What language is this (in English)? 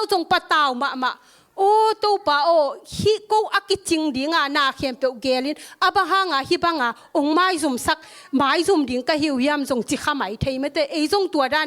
Tedim Chin